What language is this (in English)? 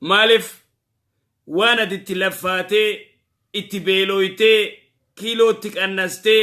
Oromo